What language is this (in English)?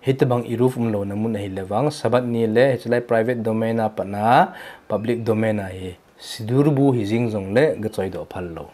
Thado Chin